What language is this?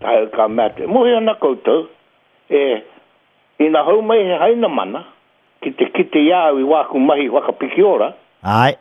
Māori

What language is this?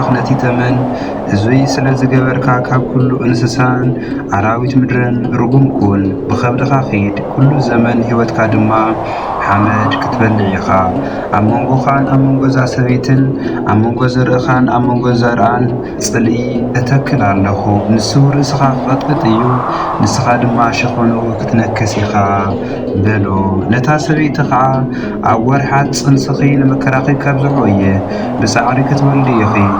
Tigrinya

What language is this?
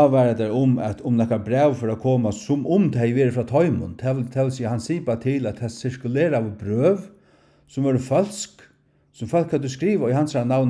Faroese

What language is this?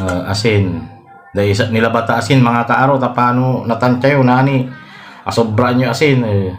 Pangasinan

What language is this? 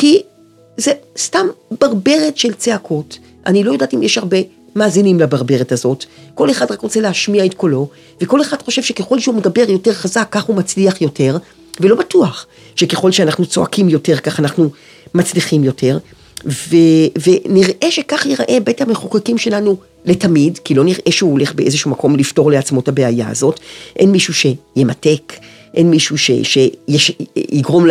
Hebrew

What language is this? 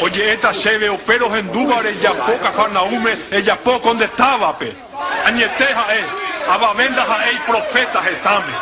Guarani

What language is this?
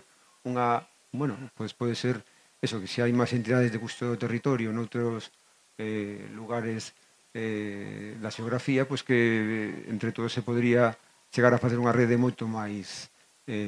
Galician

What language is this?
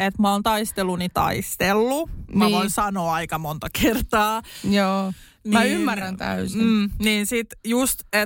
Finnish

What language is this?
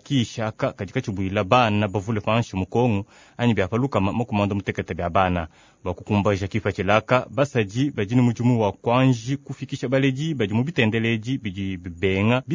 Luba-Lulua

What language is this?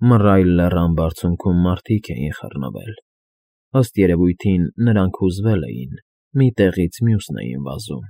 Armenian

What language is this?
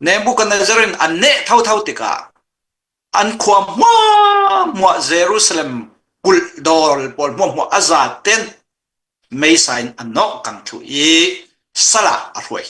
Falam Chin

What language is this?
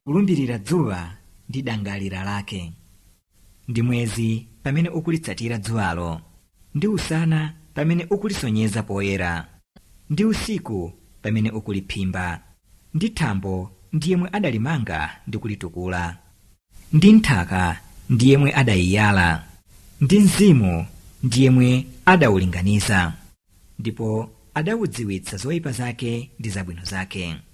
Nyanja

